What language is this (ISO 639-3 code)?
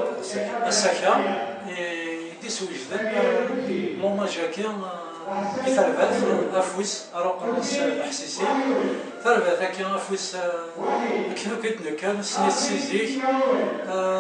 kab